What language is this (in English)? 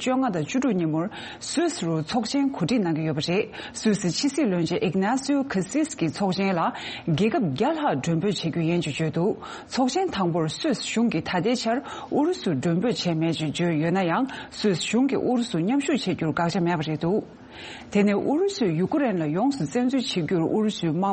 Tibetan